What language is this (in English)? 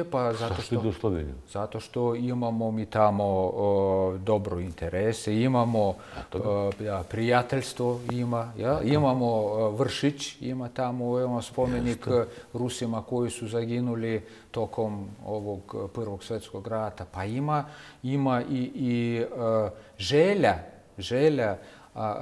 Bosnian